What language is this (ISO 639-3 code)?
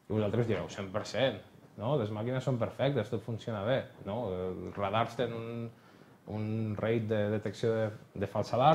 cat